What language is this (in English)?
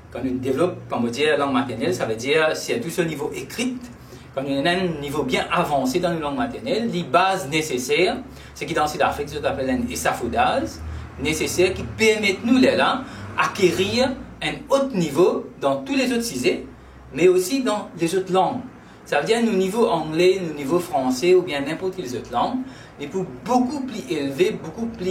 Morisyen